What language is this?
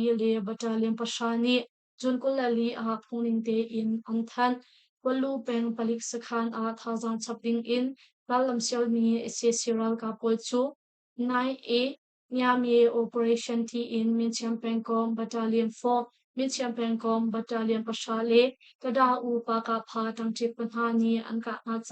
Hakha Chin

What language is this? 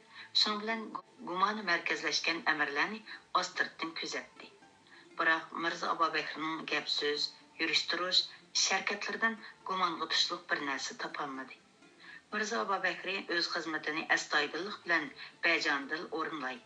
Uyghur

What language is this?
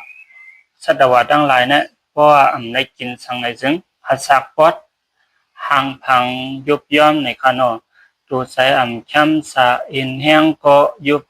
Shan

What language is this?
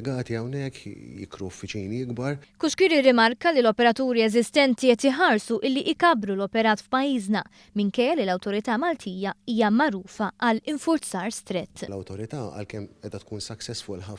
Maltese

